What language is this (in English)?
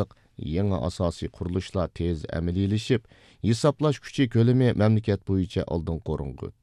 Uyghur